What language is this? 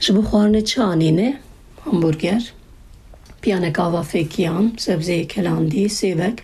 Kurdish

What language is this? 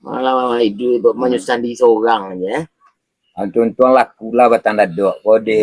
Minangkabau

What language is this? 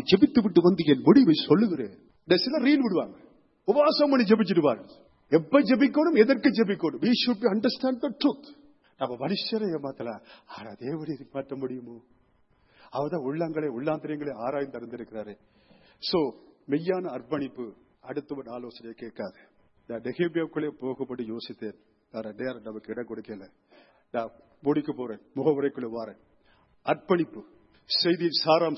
Tamil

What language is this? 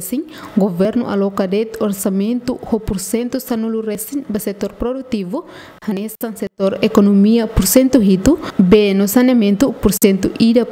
Tetum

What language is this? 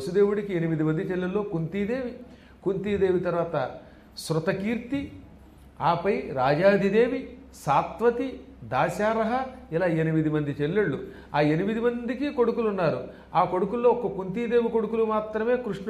Telugu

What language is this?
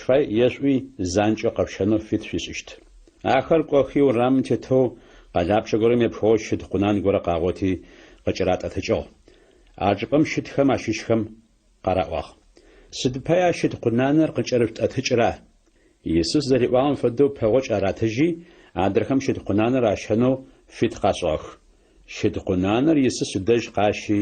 Adyghe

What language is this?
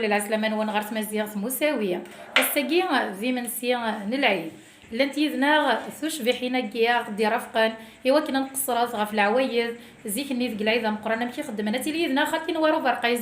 Kabyle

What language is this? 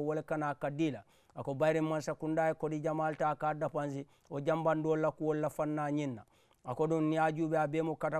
Mandingo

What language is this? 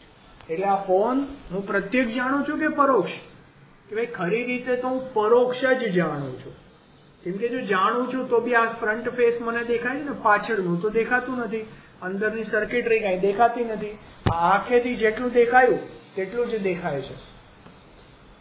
Gujarati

